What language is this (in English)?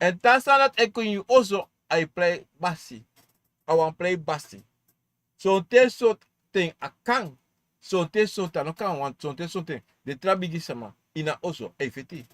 Sranan Tongo